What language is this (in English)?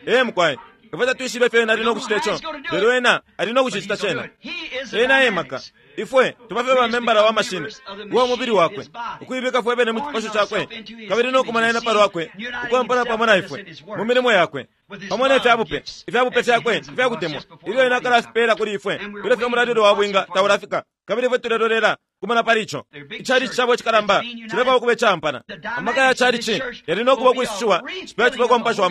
Bemba